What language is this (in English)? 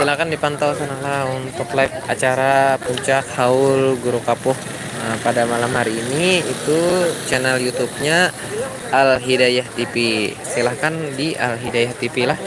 Banjar